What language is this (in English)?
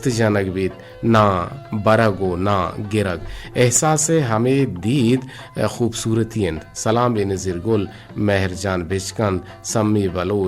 Eastern Balochi